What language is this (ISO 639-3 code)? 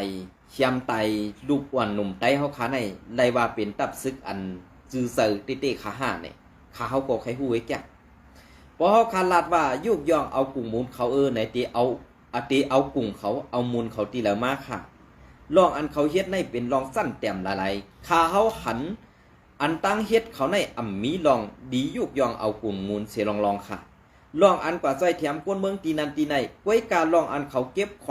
shn